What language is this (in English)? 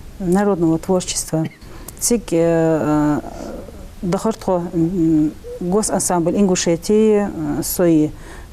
Ingush